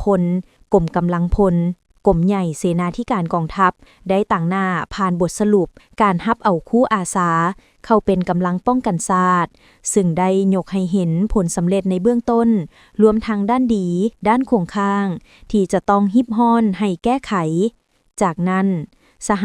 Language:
Lao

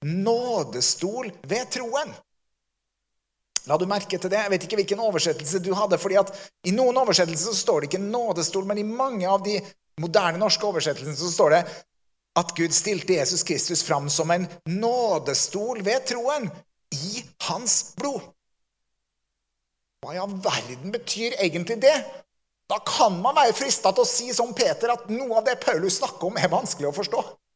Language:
Norwegian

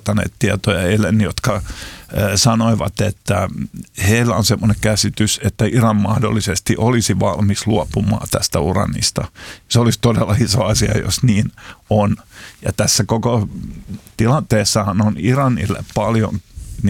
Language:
Finnish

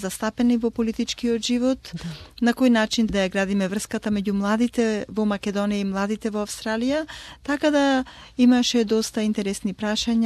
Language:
Macedonian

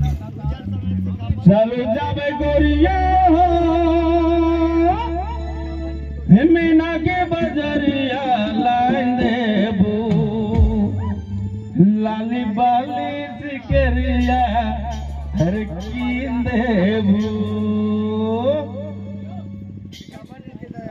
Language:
Bhojpuri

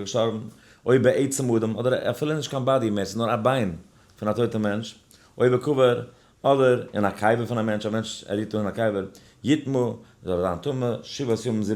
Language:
Yiddish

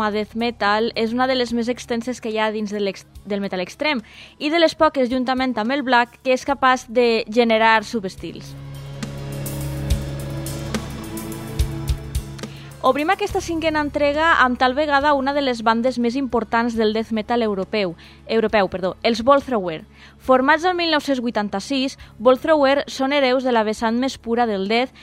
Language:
Catalan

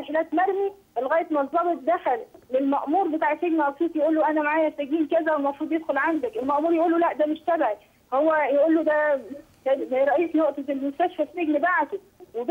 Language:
Egyptian Arabic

